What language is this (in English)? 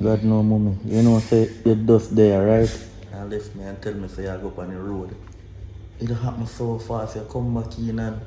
Jamaican Creole English